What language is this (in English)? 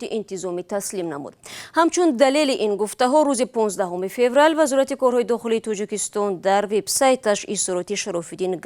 Tajik